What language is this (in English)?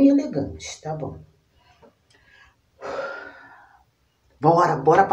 Portuguese